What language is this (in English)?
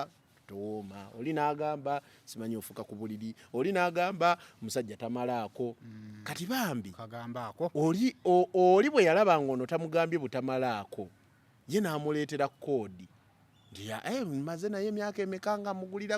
Ganda